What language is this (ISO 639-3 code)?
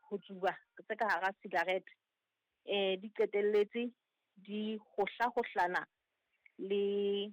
sot